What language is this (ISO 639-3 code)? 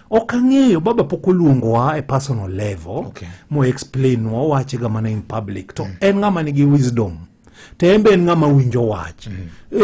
luo